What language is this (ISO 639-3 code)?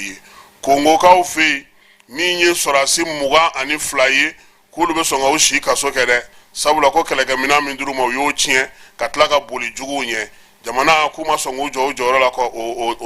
bam